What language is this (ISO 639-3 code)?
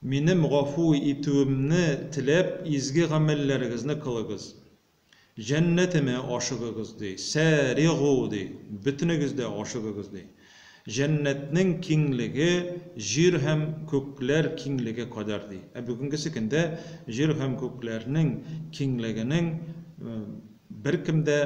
tat